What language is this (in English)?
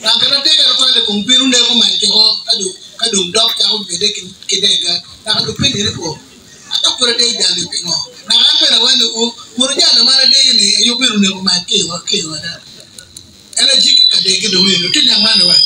Acoli